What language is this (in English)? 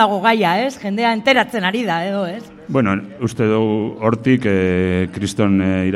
Basque